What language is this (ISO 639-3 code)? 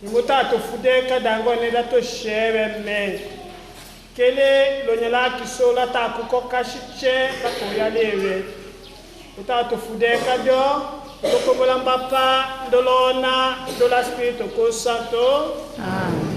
tll